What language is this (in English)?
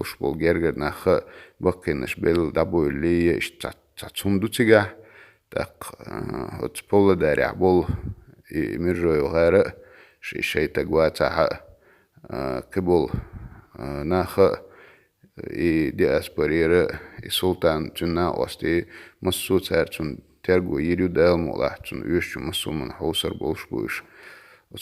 Chechen